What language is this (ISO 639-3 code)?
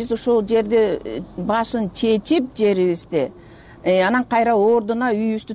kir